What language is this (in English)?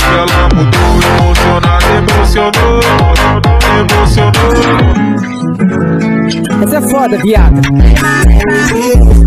Portuguese